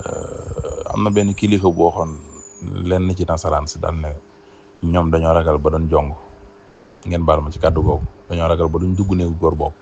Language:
Wolof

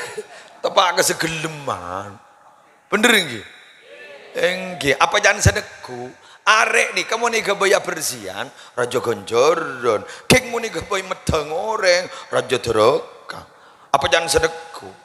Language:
Madurese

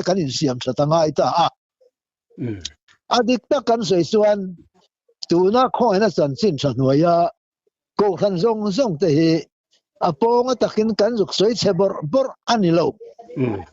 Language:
Mizo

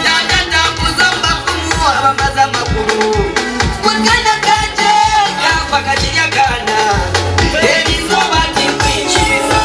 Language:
Nyankole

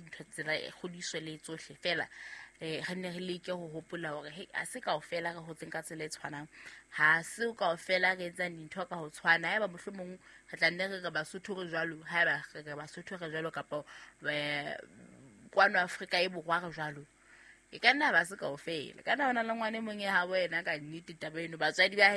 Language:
Southern Sotho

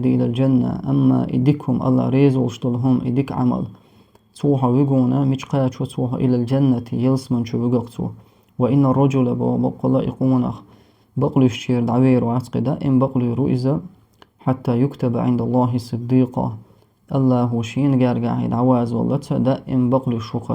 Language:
Chechen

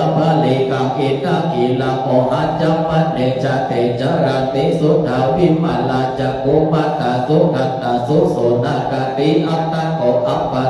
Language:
Pali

